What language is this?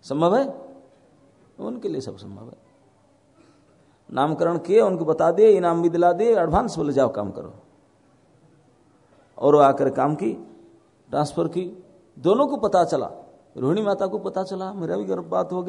Hindi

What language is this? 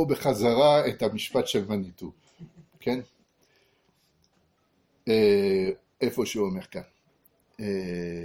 Hebrew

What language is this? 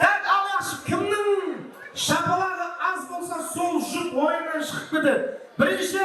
Kara-Kalpak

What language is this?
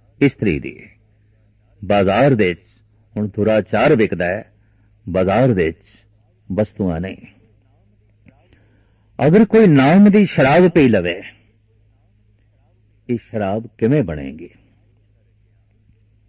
Punjabi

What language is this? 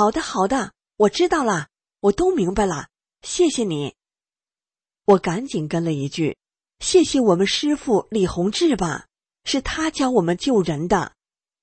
Chinese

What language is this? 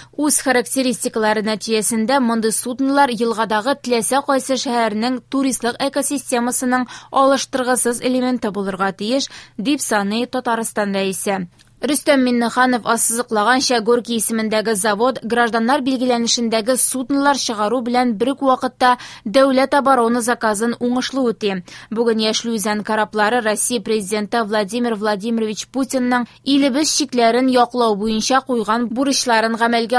Tatar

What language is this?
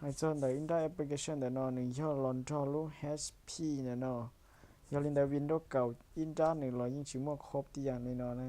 Hmong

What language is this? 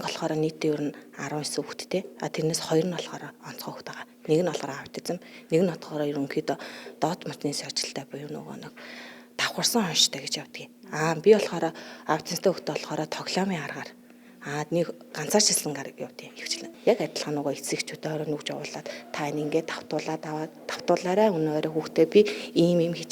Mongolian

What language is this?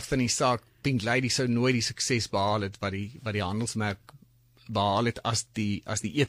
Afrikaans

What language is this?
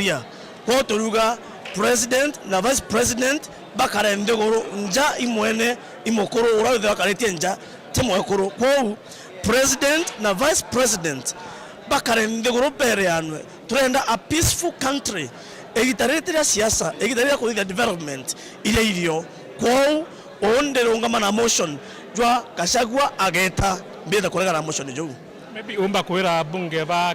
Meru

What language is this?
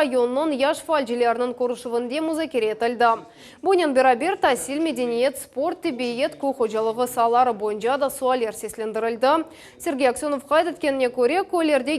Crimean Tatar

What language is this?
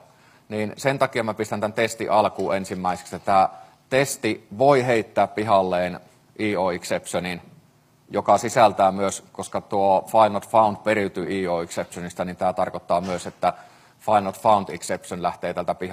Finnish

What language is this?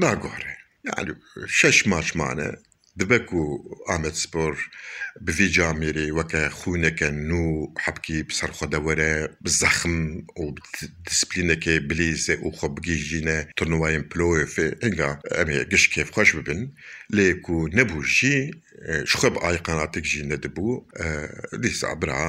Kurdish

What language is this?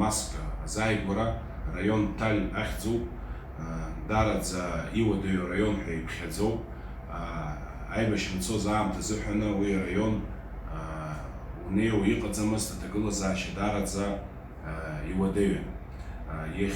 Abkhazian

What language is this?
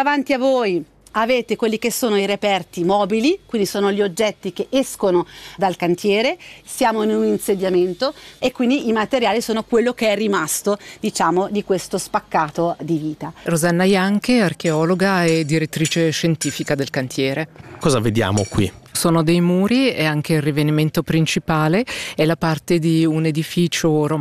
Italian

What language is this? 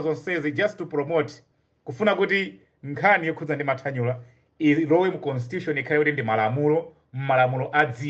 Nyanja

